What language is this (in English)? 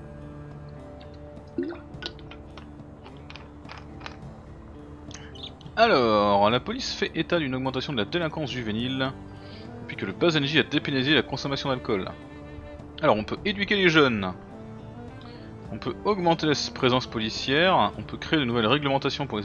French